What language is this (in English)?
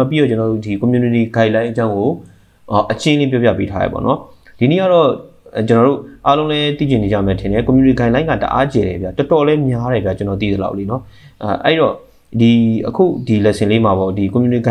Burmese